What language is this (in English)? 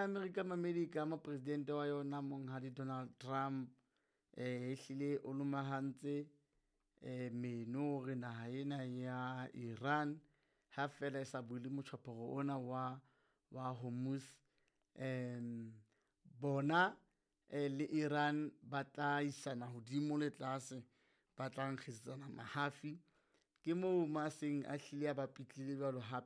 Southern Sotho